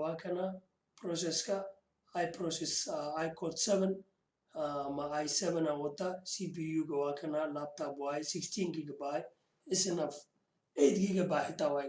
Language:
Somali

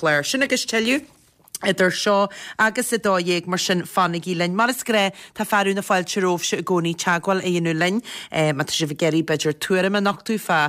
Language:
Irish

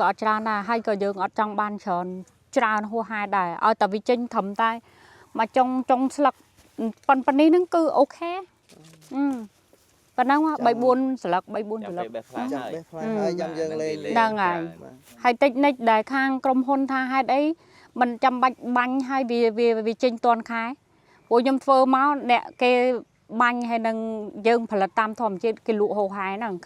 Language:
Khmer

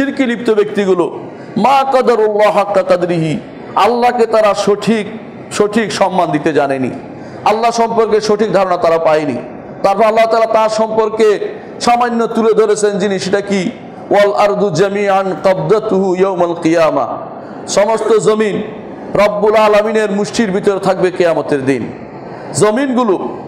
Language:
Bangla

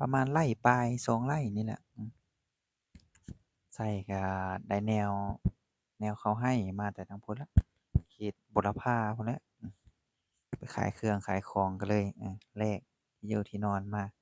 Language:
Lao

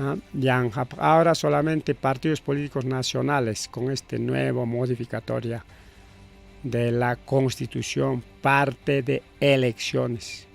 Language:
Ayacucho Quechua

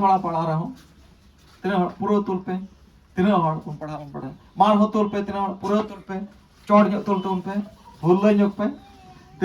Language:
Santali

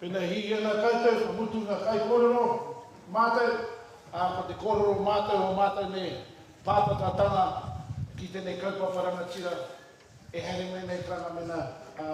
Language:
Māori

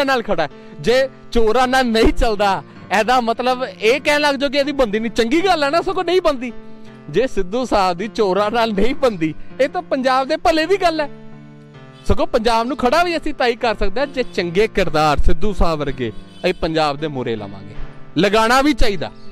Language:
Punjabi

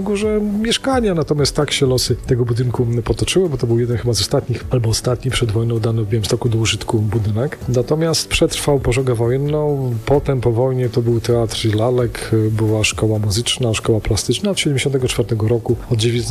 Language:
Polish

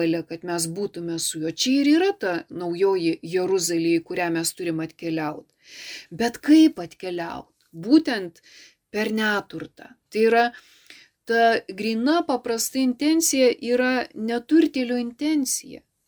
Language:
Lithuanian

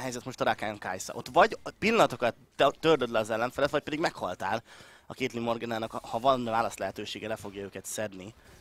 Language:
Hungarian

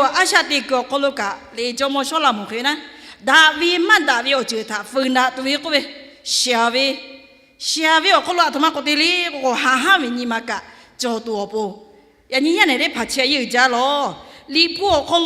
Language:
Lahu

